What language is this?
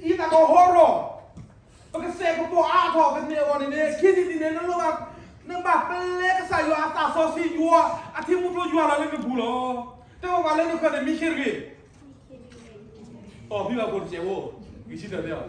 S'gaw Karen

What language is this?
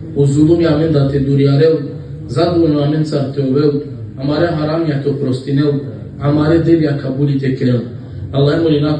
Balkan Romani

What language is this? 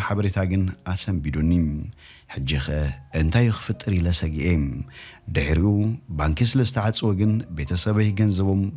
Tigrinya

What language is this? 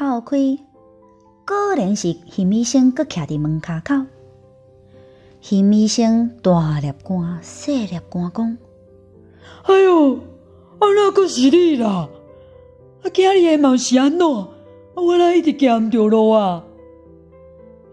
Min Nan Chinese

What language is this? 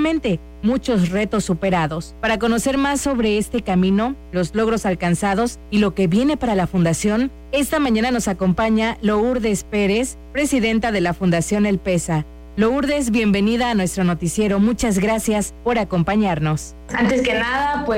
Spanish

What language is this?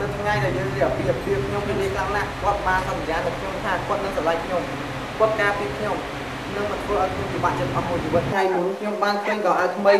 Khmer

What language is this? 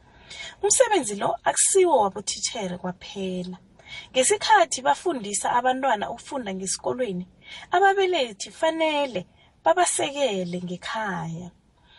South Ndebele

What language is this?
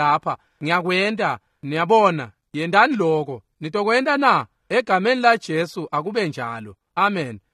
Swati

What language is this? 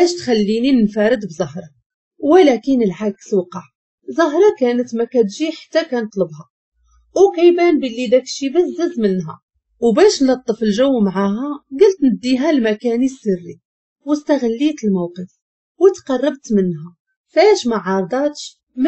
Moroccan Arabic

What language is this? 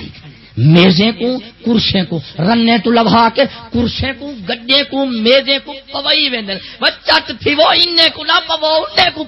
Saraiki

